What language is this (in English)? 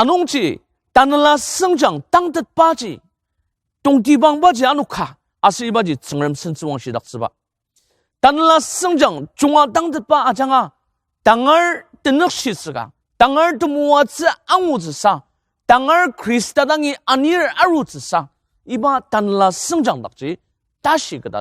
Ao Naga